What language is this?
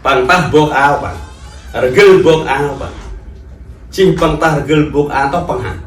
Central Mnong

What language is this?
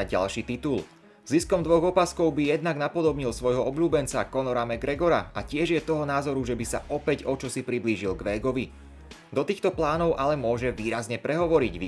Slovak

